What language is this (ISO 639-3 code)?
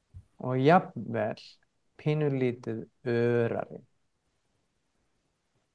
isl